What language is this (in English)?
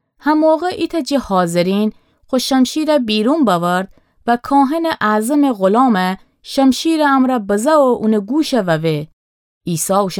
Gilaki